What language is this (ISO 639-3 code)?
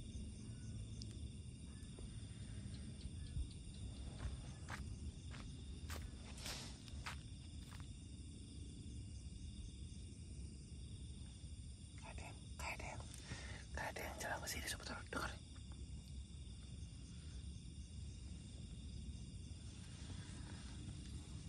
ind